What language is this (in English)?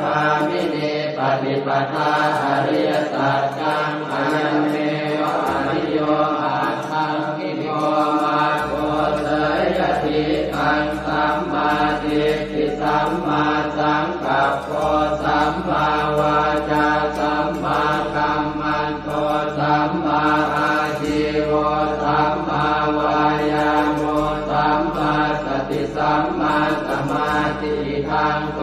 Pali